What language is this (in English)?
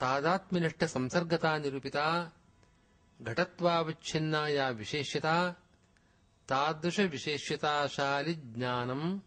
Sanskrit